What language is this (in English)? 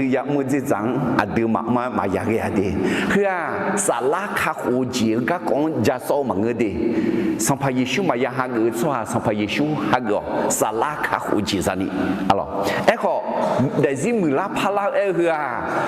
Akha